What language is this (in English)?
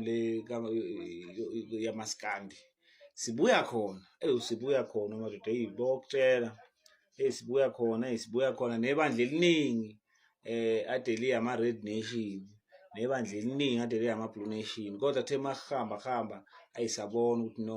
Zulu